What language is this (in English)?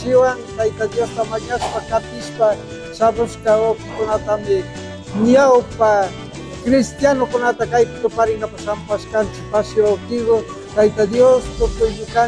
Imbabura Highland Quichua